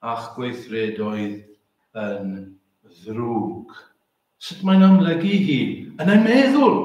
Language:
Welsh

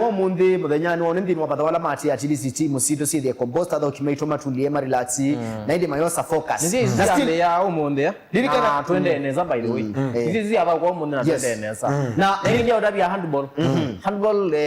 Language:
Kamba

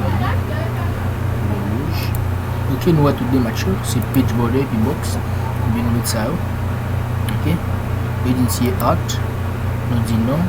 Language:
Haitian Creole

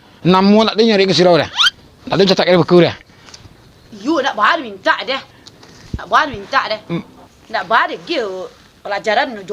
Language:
Minangkabau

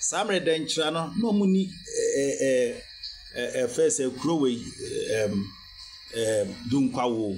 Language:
Akan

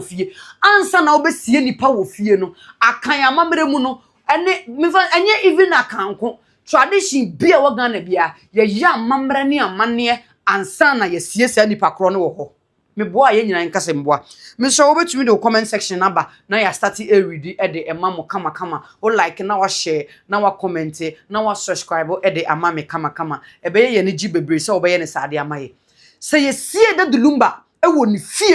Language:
Akan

